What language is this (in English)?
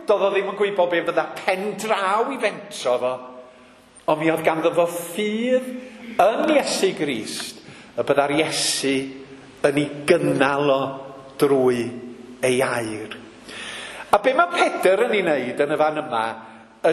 Welsh